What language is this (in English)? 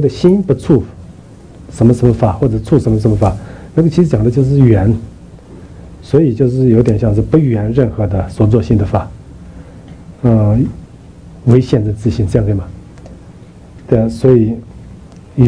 Chinese